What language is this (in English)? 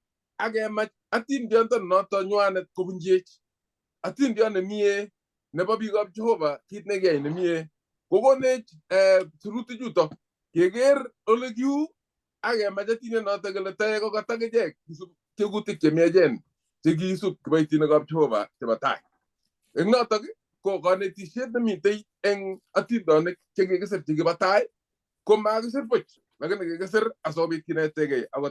Kalenjin